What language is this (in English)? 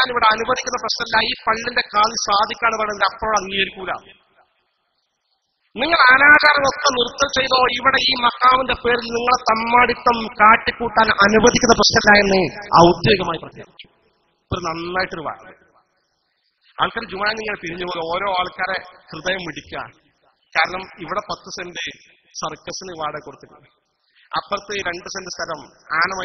Malayalam